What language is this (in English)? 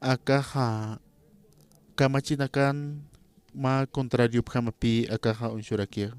Aymara